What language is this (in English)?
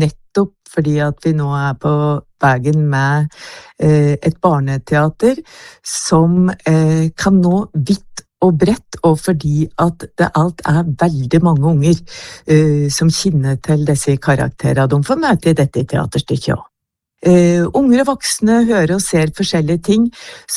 Norwegian